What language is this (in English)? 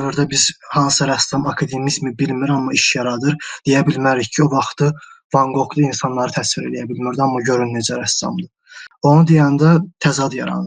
Azerbaijani